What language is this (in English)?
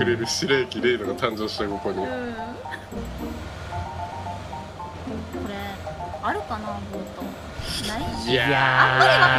Japanese